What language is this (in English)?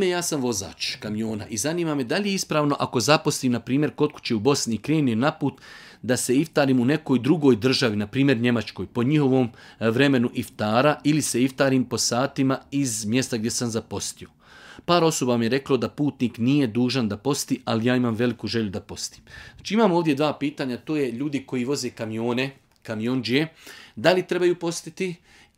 Bosnian